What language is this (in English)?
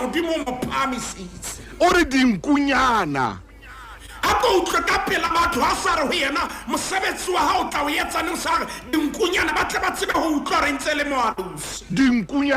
Southern Sotho